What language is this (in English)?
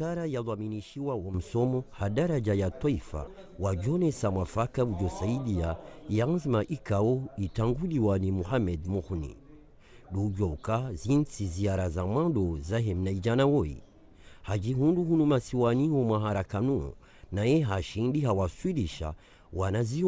Ngazidja Comorian